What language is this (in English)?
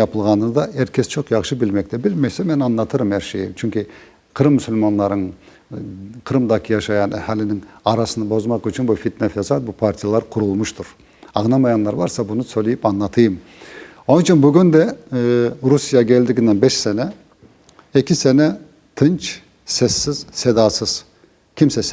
Crimean Tatar